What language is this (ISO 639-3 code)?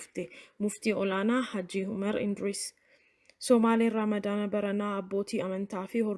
orm